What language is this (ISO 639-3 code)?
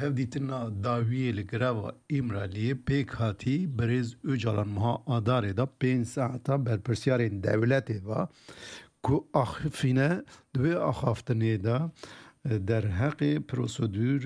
kur